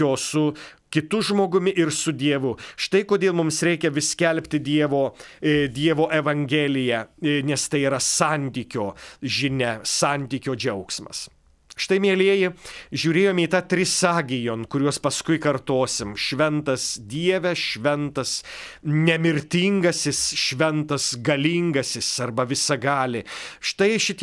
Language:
Lithuanian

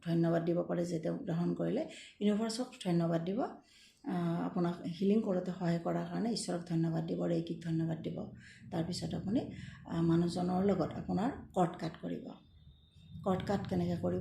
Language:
Assamese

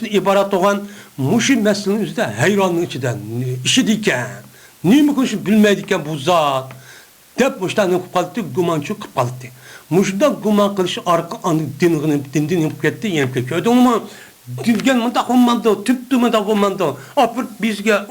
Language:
Uyghur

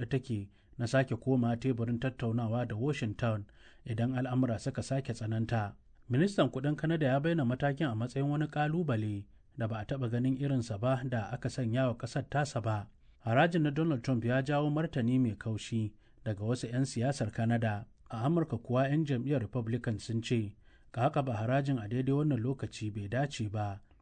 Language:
Hausa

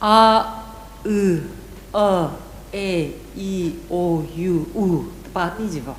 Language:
Tangkhul Naga (India)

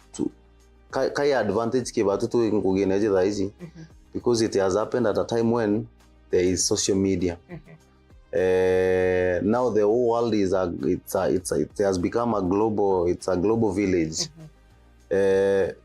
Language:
Meru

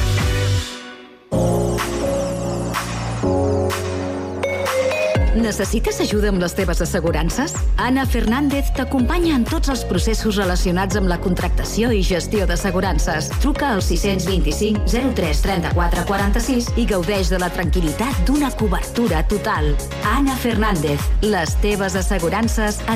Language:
Catalan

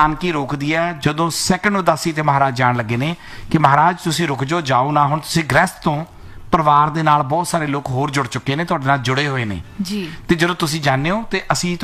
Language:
Punjabi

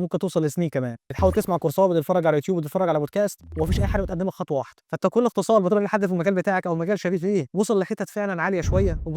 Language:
Egyptian Arabic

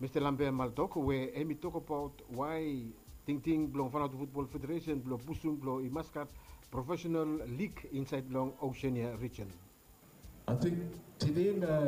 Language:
Bislama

